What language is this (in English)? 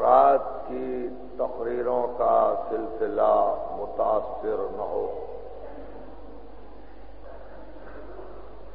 Urdu